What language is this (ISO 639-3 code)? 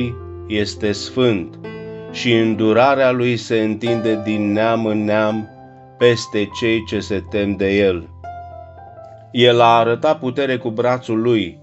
ron